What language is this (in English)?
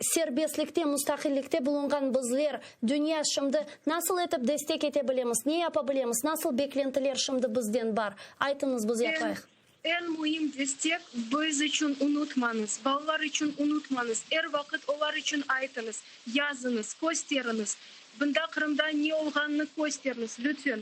Crimean Tatar